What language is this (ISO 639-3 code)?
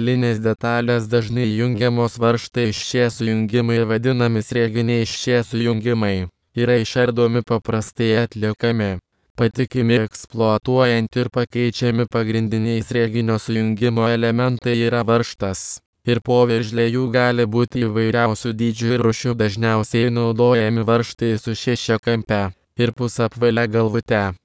lit